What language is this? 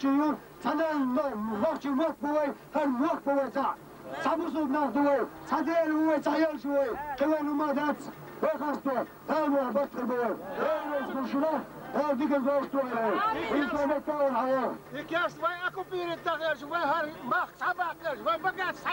Chechen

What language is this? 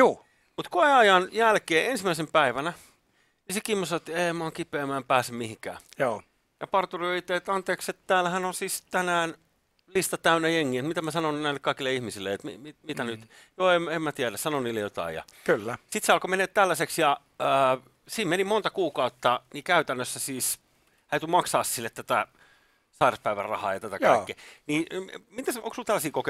Finnish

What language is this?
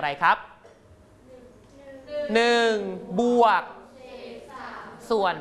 Thai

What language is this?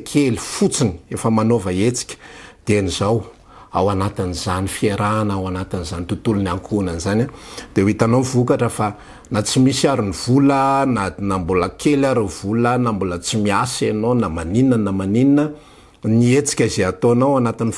Malagasy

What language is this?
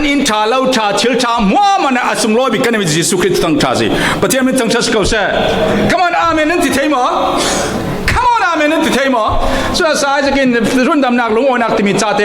Falam Chin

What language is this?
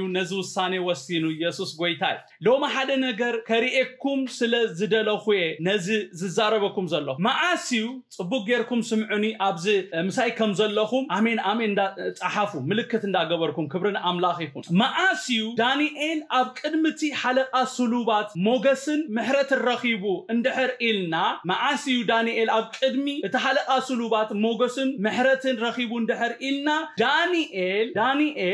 Tigrinya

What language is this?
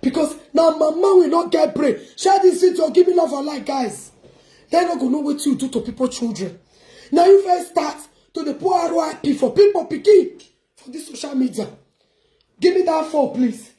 Nigerian Pidgin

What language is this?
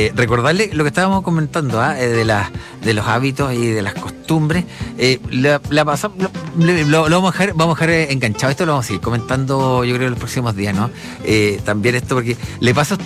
Spanish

